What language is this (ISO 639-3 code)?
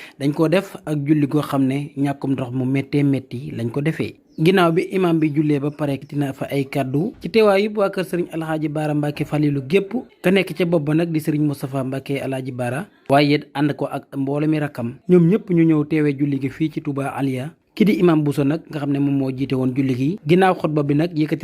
wol